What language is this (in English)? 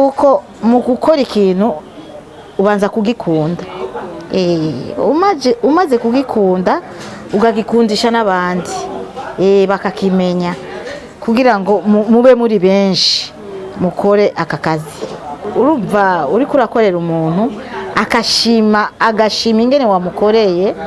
Rundi